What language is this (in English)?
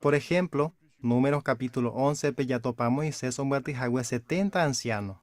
Guarani